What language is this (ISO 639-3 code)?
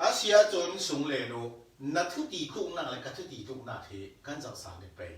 cfm